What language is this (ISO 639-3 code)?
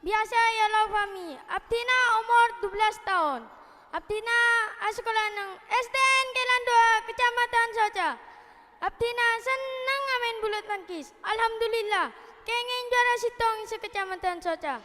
mad